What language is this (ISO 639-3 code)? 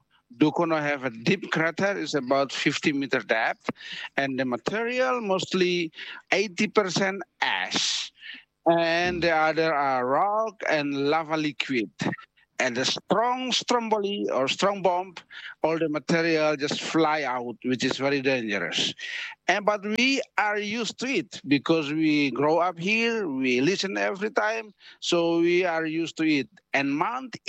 eng